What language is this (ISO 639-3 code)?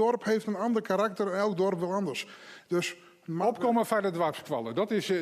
fry